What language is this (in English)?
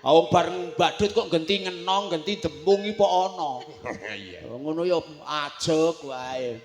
Javanese